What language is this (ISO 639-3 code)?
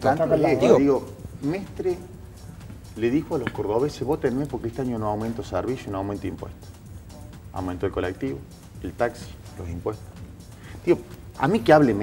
spa